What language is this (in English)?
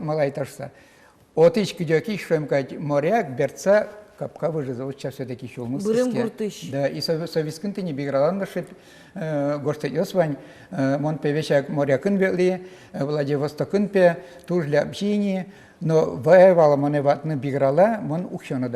Udmurt